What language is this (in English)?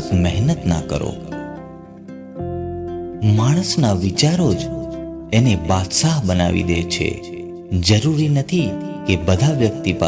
Gujarati